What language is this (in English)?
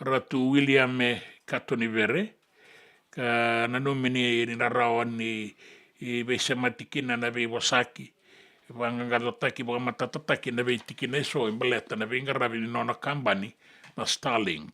Fijian